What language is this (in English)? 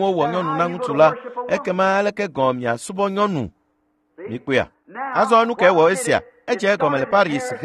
Ewe